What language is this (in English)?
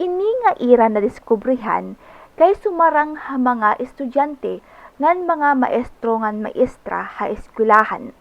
Waray